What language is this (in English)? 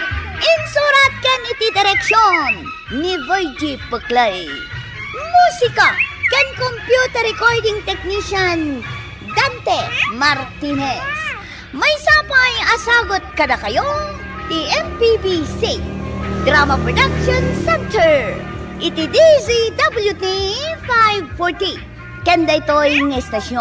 Iloko